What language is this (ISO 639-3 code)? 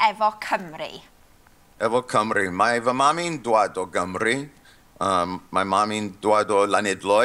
cym